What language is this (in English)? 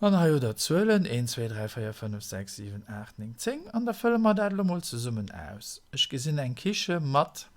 Luxembourgish